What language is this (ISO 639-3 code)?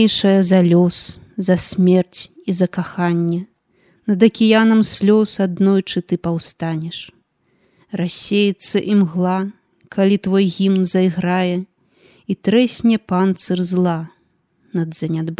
bel